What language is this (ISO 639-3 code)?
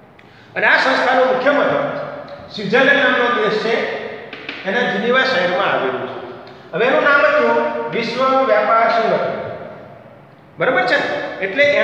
guj